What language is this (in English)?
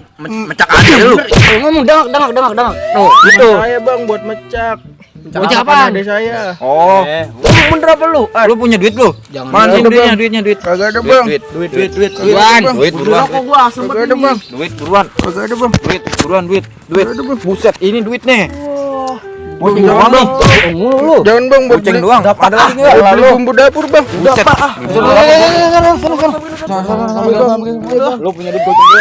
Betawi